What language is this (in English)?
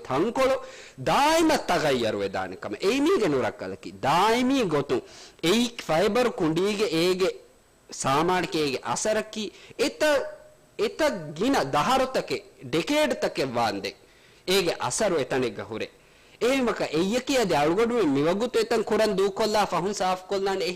Divehi